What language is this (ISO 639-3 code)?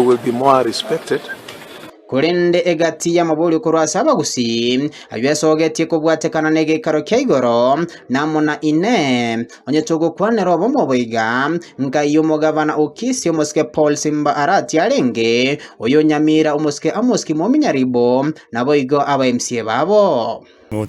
guz